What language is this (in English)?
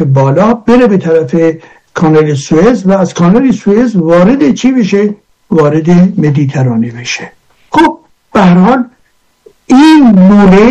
Persian